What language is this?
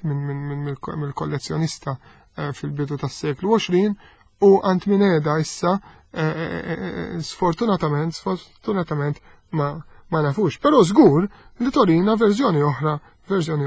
Maltese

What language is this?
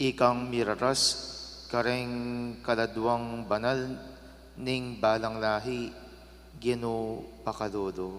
Pampanga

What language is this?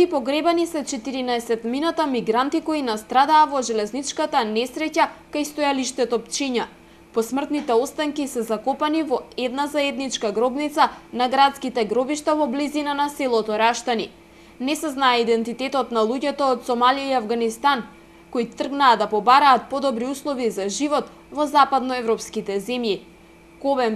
Macedonian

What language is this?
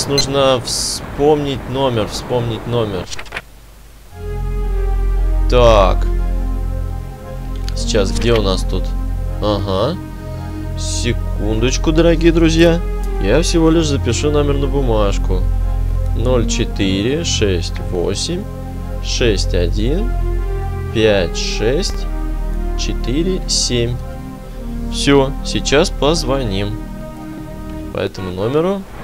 Russian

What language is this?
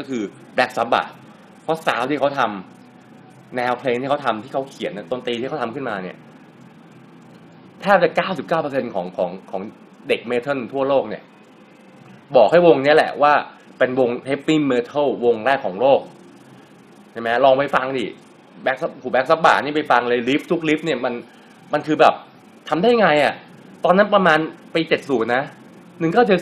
Thai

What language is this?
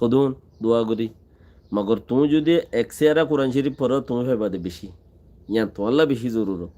Rohingya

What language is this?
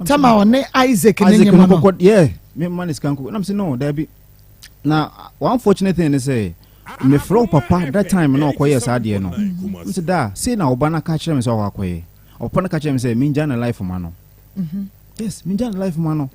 Akan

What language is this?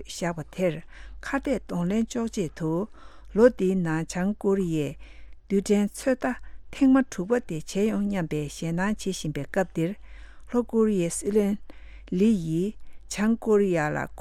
Tibetan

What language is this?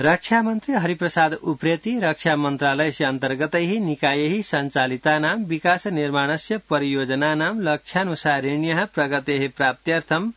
Sanskrit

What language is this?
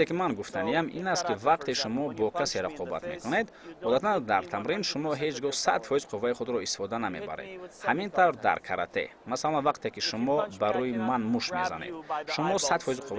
Tajik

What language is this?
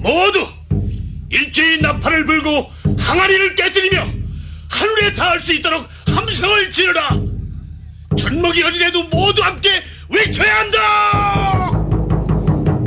Korean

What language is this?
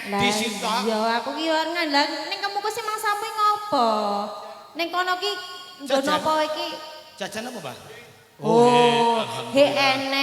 Javanese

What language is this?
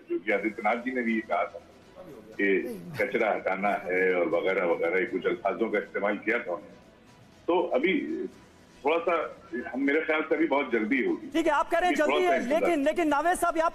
Hindi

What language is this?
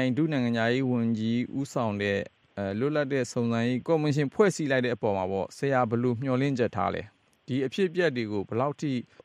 Burmese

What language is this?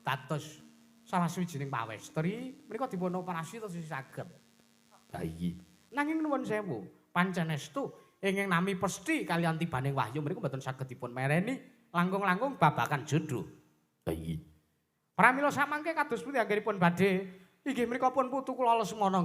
Javanese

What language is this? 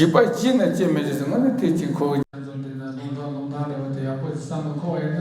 Tibetan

